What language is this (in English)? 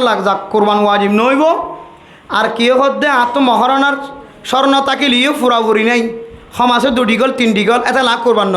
Rohingya